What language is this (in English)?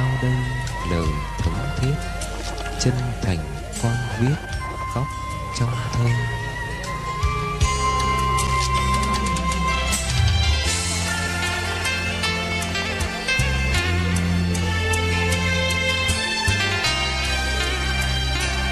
Vietnamese